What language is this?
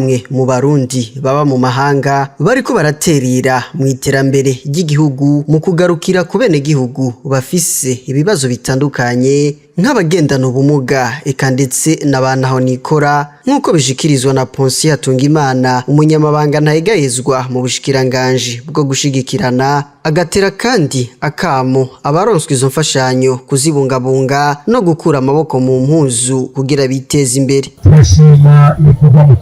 Rundi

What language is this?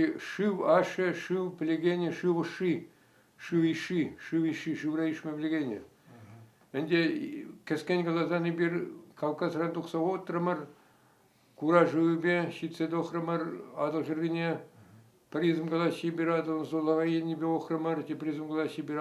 Chuvash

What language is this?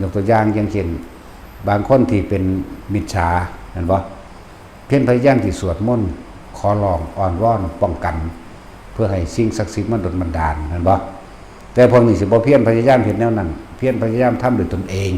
Northeastern Thai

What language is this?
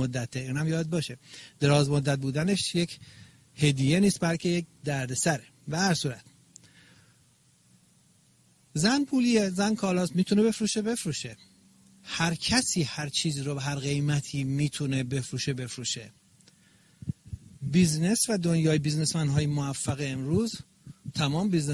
Persian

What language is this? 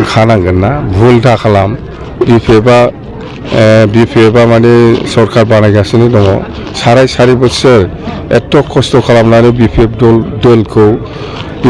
Bodo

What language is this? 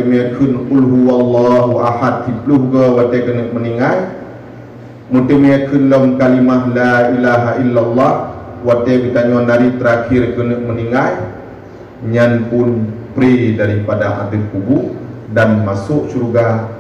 Achinese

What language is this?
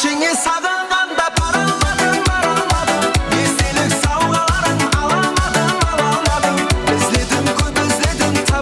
Kara-Kalpak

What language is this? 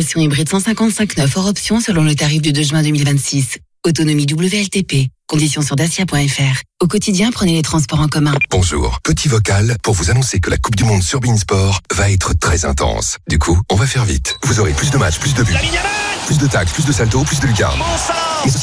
French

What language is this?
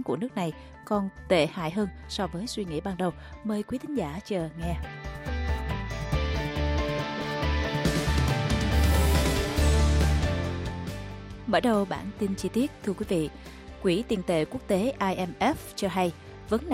Vietnamese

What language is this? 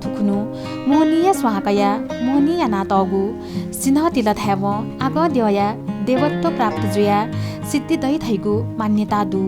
Newari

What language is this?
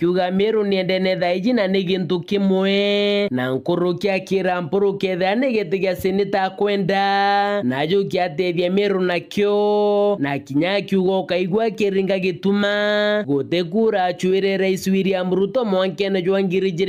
Meru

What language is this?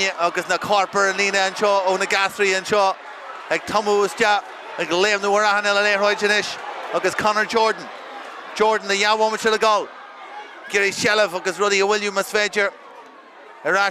Irish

